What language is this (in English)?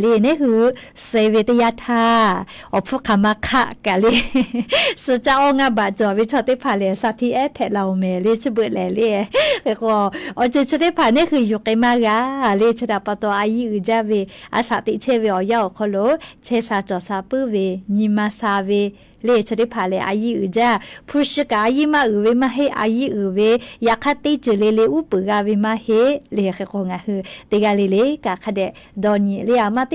Lahu